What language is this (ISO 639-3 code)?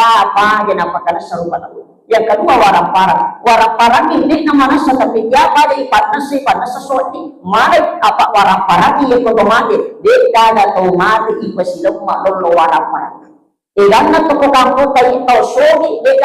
bug